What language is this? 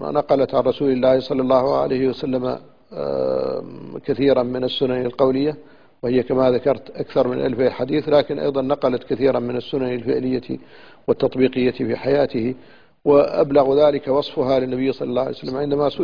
Arabic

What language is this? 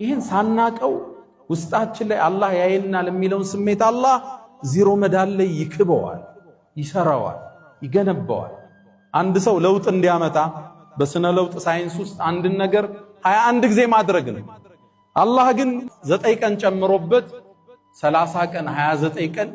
Amharic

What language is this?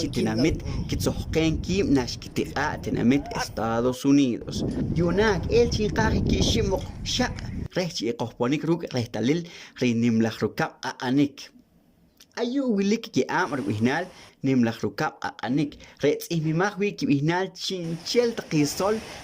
Poqomchi'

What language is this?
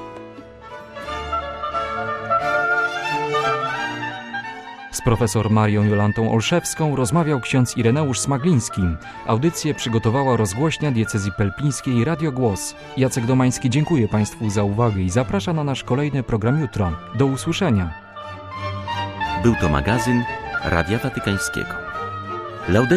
Polish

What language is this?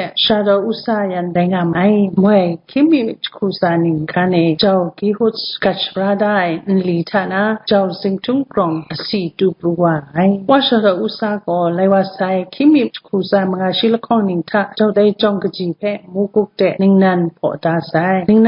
Kachin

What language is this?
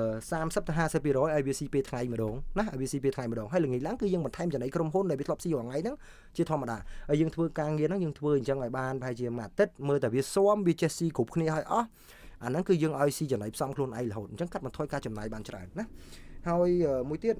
Khmer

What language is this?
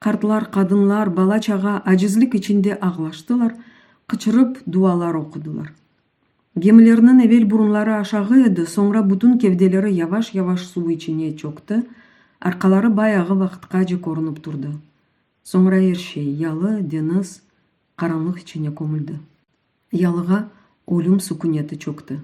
Crimean Tatar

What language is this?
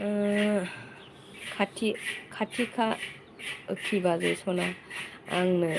Bodo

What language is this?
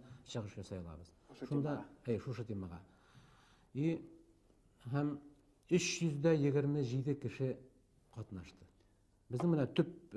Bashkir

